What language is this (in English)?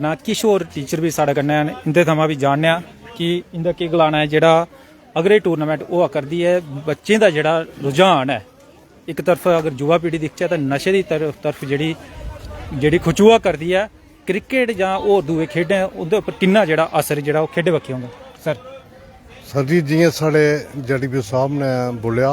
Dogri